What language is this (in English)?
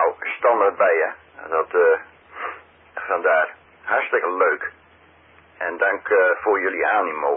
Dutch